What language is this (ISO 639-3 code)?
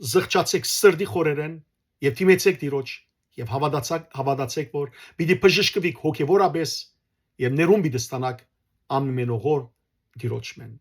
hyw